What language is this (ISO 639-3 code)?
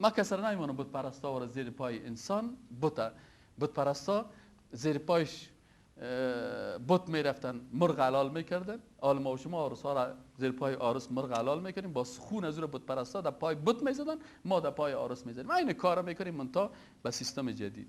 fas